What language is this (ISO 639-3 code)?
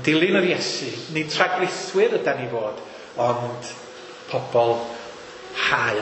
cym